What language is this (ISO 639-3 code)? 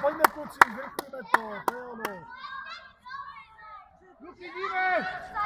ces